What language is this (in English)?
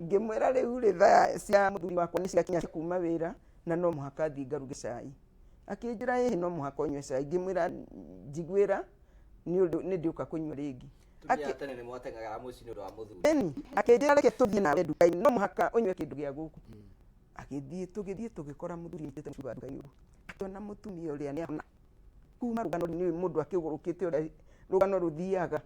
Kikuyu